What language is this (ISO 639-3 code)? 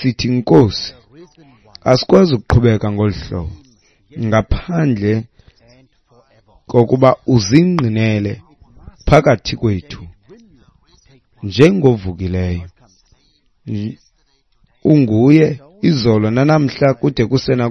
xho